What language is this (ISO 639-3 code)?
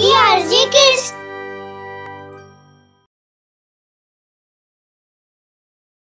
ori